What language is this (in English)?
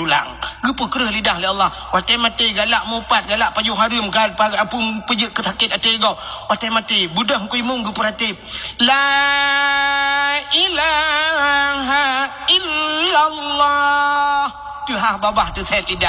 Achinese